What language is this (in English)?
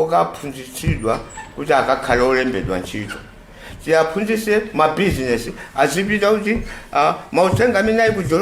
Nyanja